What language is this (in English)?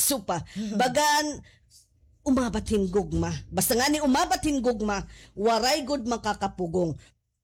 Waray